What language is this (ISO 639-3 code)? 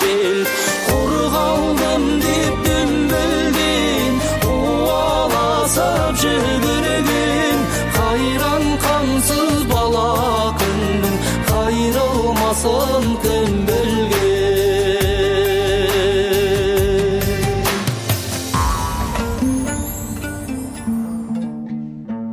kaz